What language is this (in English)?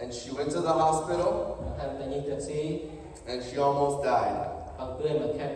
Central Mnong